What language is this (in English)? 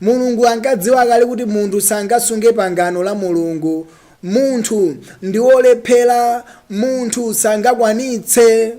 Nyanja